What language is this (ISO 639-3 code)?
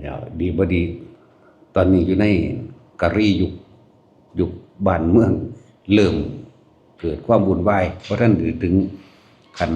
lao